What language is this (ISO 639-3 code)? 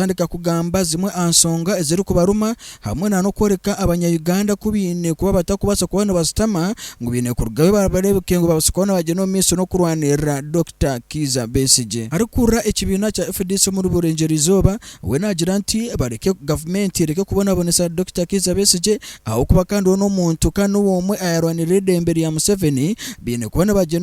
nyn